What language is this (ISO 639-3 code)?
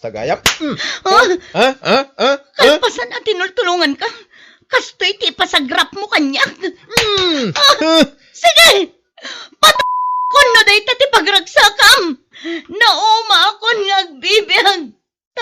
ilo